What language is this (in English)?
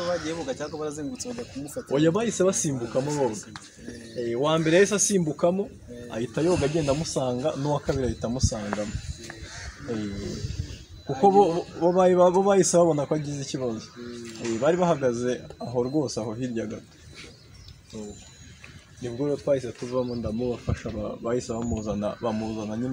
Kinyarwanda